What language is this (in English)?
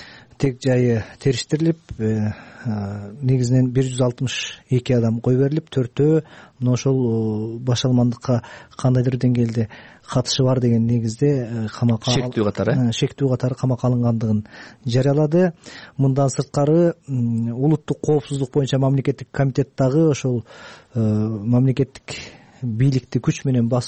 Kyrgyz